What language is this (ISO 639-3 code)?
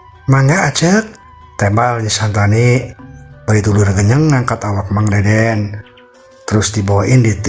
sun